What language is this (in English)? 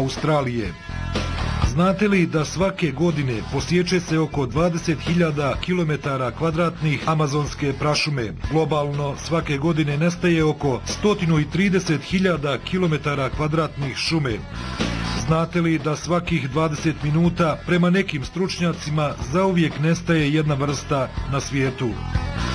Bosnian